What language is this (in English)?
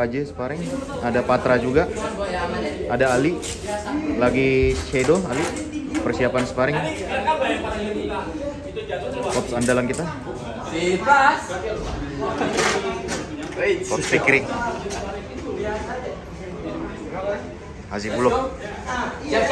Indonesian